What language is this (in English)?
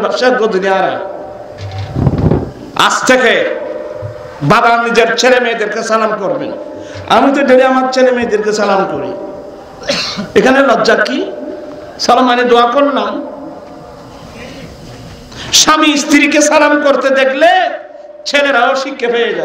Bangla